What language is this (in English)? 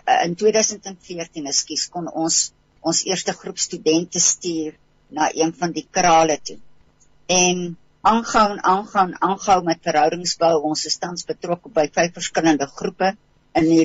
Afrikaans